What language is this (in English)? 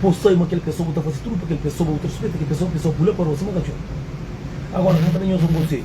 Kabuverdianu